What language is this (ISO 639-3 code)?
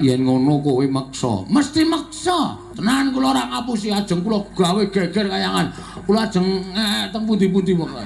jav